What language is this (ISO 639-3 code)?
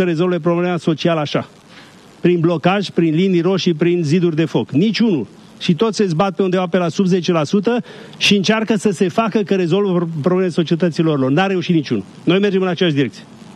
ron